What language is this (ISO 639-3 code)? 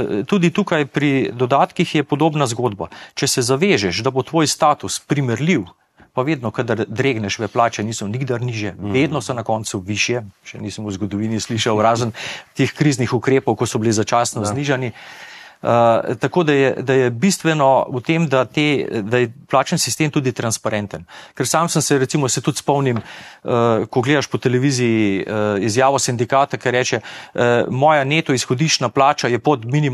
slv